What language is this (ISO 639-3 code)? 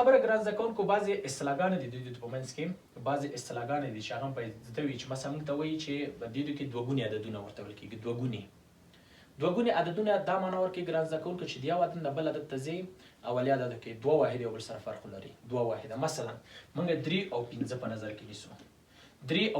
pus